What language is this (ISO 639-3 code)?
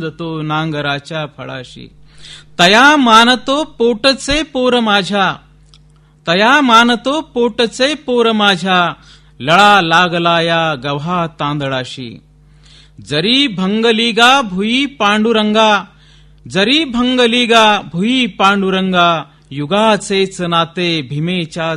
mar